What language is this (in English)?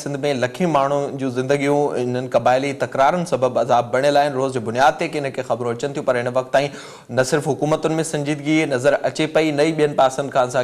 Sindhi